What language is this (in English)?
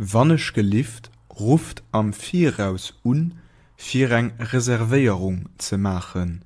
Luxembourgish